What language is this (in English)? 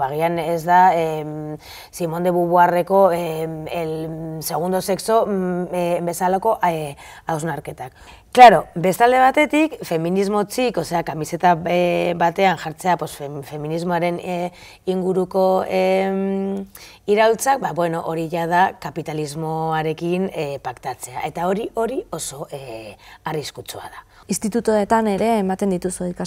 Basque